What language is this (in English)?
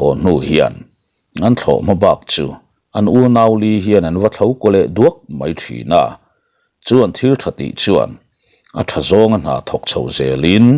Mizo